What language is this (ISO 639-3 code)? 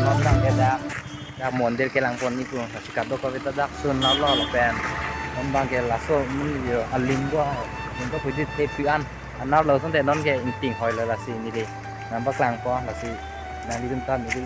mjw